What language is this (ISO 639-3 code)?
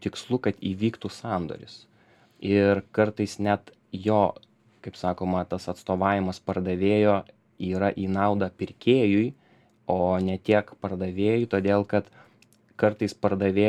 lit